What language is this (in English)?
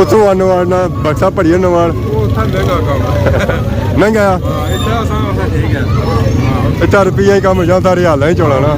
Pahari-Potwari